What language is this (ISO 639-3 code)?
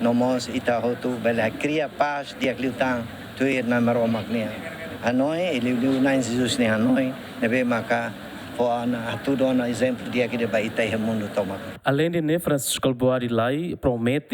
tet